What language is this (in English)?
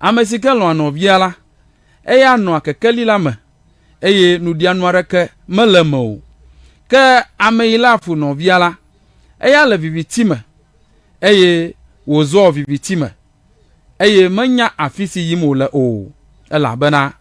Ewe